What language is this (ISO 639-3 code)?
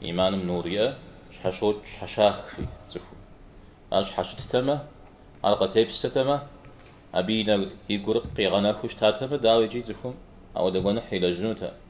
kbd